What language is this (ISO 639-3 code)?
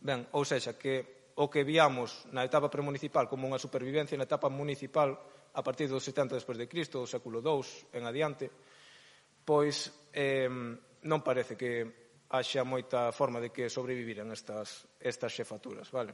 glg